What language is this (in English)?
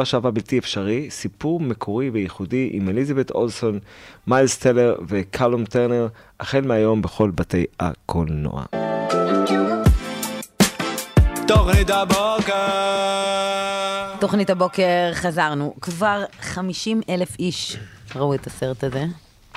Hebrew